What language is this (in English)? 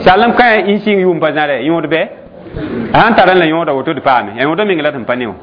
Mossi